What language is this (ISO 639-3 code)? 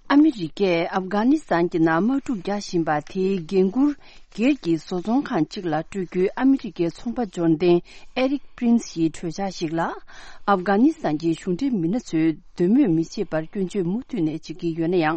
bod